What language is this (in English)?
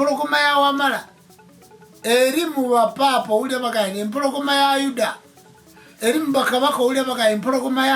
Ganda